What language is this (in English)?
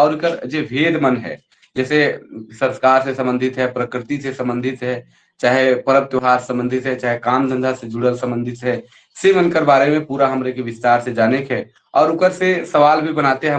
Sadri